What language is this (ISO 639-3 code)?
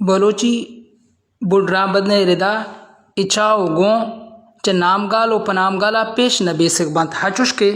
bal